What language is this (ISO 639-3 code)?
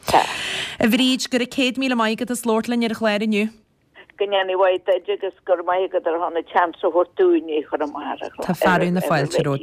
gle